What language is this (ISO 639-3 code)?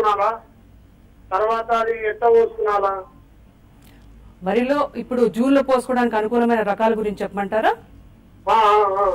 tel